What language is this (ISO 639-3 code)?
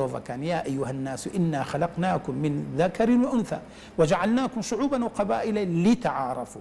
ckb